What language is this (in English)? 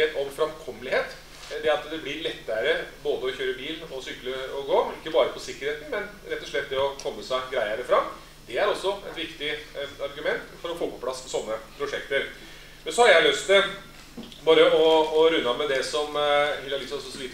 Norwegian